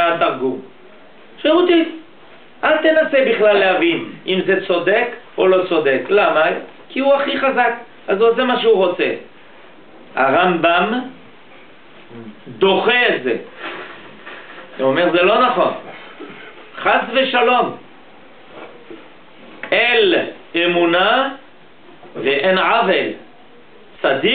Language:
Hebrew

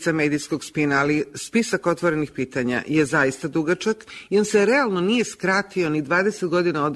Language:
Croatian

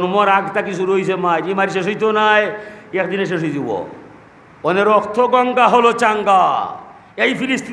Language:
Sylheti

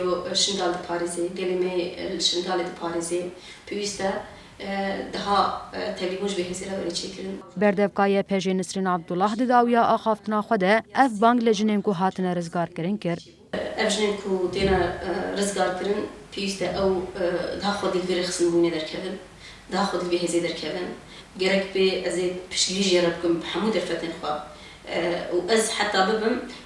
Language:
Kurdish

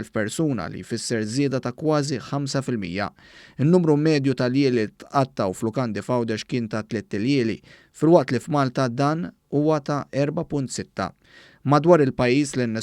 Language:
Maltese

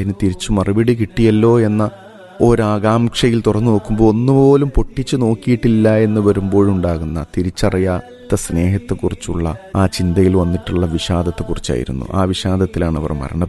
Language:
Malayalam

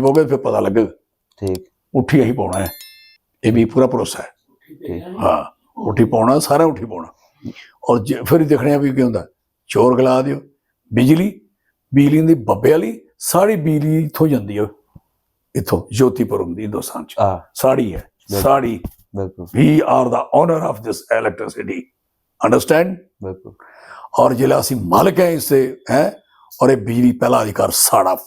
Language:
Dogri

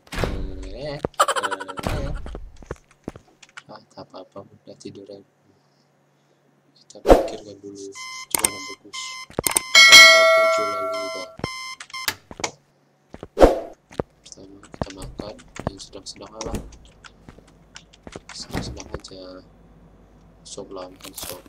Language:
Indonesian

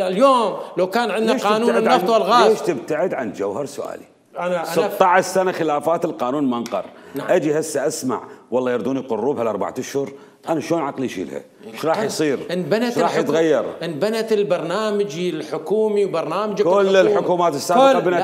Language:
Mesopotamian Arabic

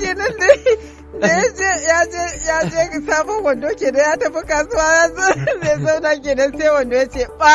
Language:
Hausa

